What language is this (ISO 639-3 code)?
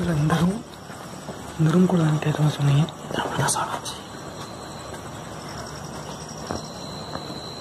tam